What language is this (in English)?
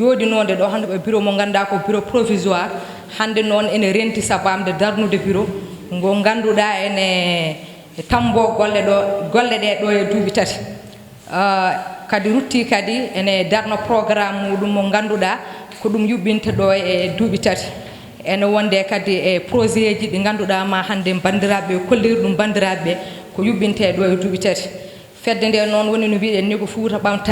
Fula